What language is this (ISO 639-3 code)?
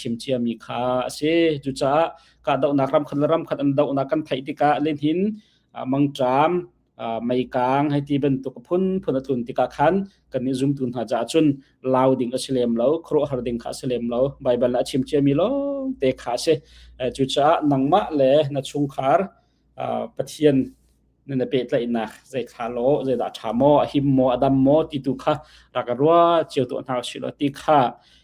cnh